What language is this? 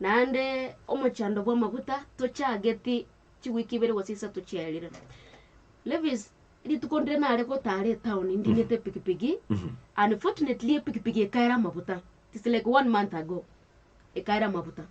Gusii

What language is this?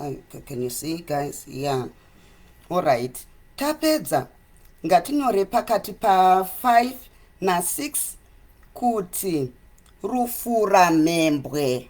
Shona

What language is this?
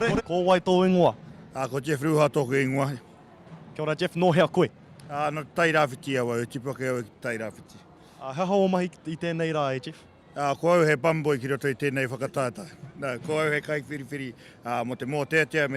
Māori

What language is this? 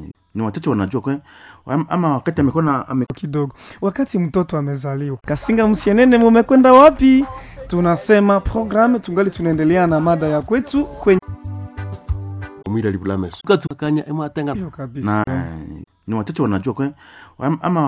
Swahili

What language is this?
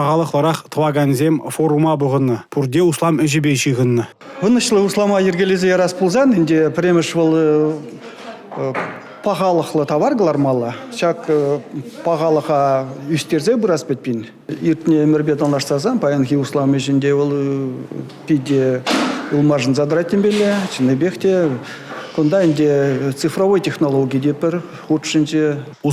Chuvash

